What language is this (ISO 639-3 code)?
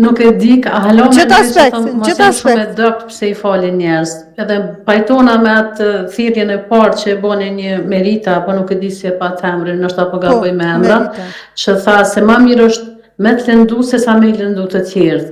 sqi